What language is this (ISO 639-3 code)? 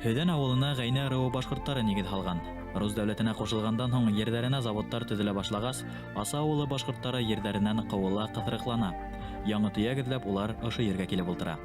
bak